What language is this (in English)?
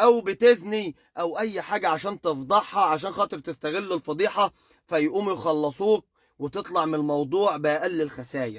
Egyptian Arabic